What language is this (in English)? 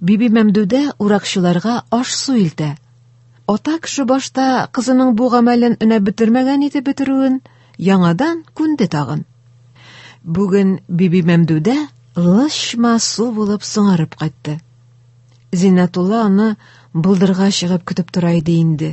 Tatar